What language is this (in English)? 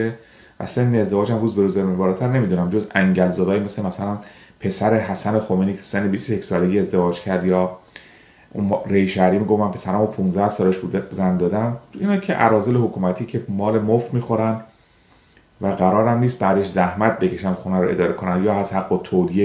Persian